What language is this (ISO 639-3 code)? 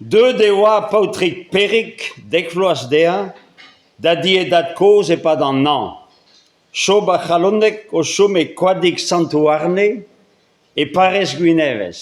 bre